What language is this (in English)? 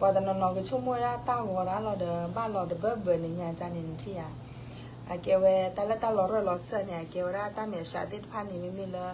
S'gaw Karen